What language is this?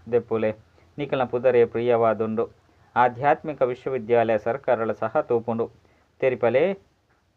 Tulu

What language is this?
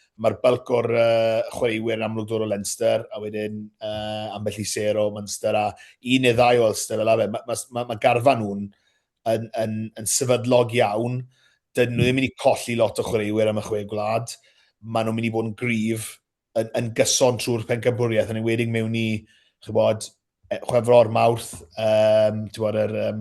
Welsh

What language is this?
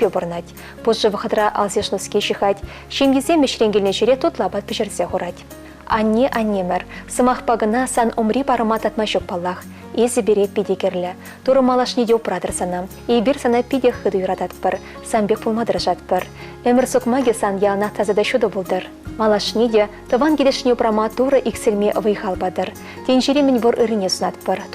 Chuvash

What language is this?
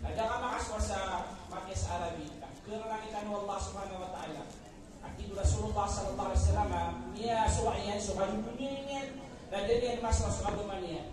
Maranao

